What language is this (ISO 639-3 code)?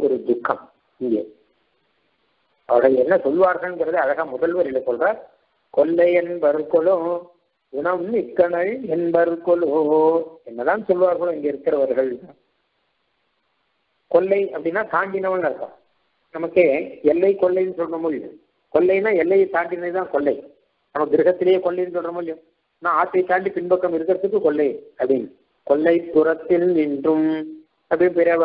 tam